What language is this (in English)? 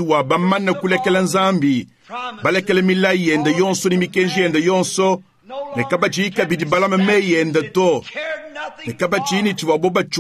Luba-Lulua